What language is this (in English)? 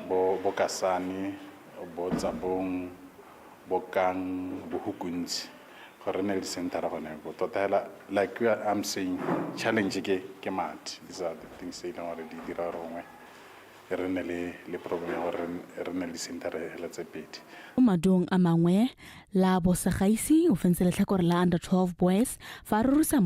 Tswana